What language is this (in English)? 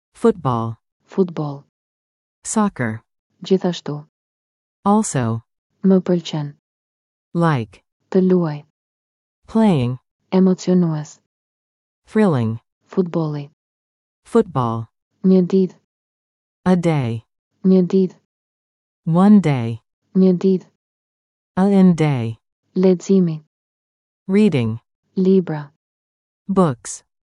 Albanian